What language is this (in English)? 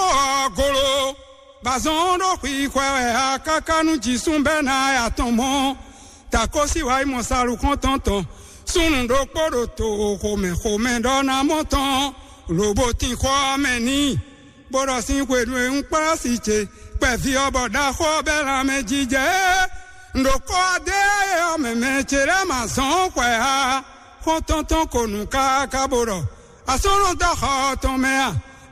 Fon